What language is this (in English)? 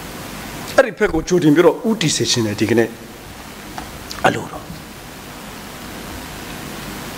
Burmese